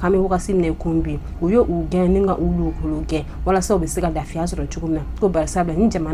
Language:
Bambara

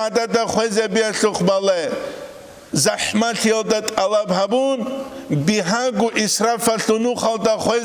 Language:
Avaric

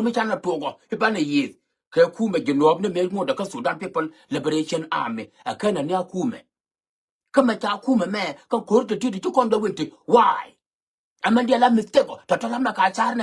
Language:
Nuer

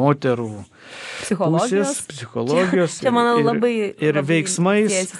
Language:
Lithuanian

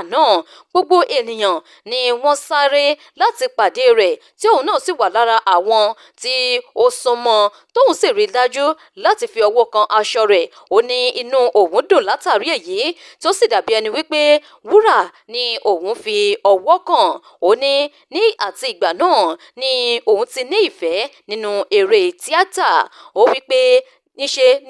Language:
Yoruba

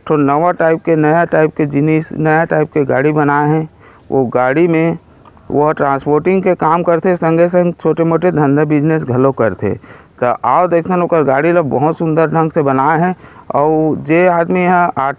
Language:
Chhattisgarhi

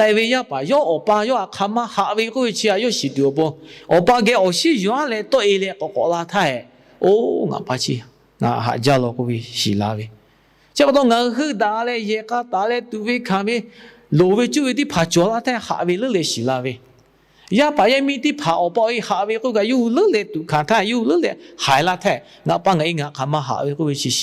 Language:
Lahu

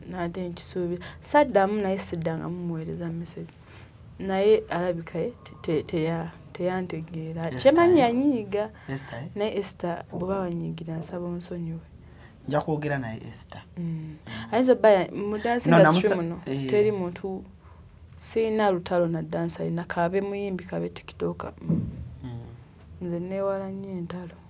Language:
Ganda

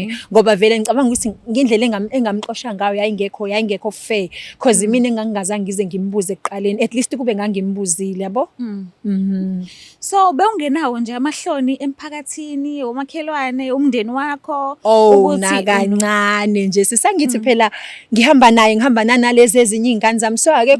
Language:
Zulu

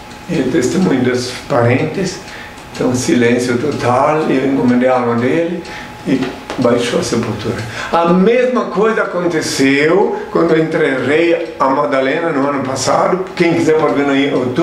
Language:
Portuguese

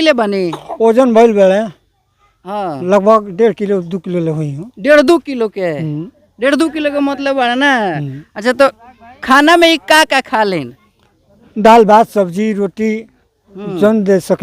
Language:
Bhojpuri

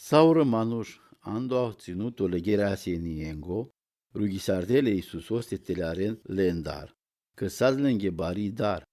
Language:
Romany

